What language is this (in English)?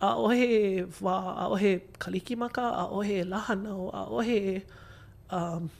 Hawaiian